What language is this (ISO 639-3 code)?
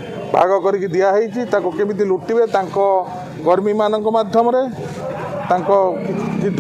ori